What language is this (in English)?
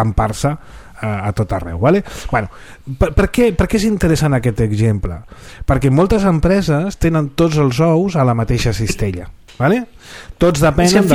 Catalan